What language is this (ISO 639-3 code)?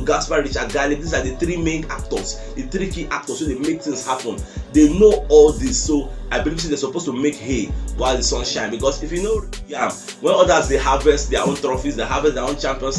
pcm